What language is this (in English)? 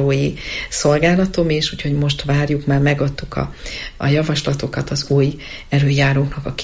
Hungarian